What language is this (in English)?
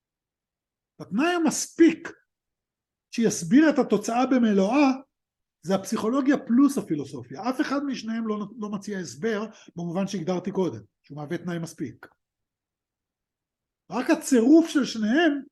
Hebrew